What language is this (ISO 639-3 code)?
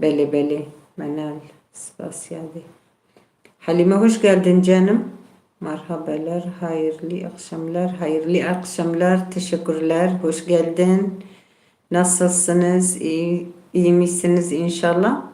kur